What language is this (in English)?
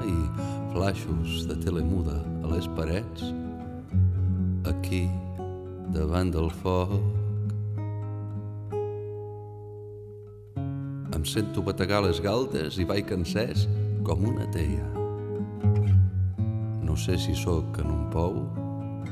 Catalan